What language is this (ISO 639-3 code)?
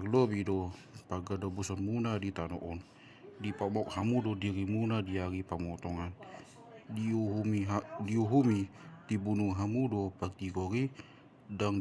bbc